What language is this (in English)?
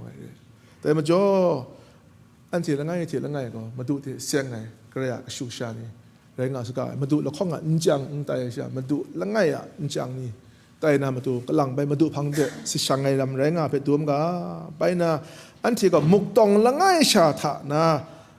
Kachin